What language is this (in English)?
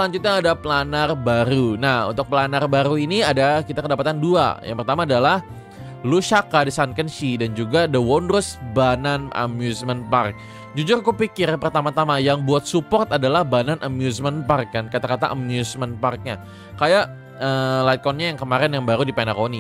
Indonesian